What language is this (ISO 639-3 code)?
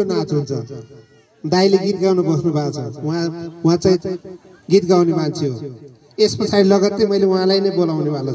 nep